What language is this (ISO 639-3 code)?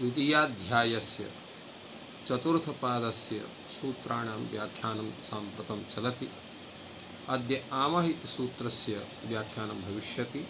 san